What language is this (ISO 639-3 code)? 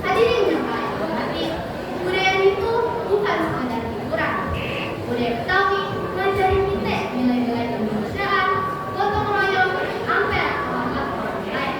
bew